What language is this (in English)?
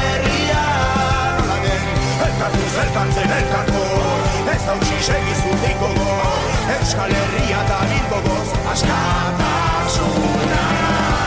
Basque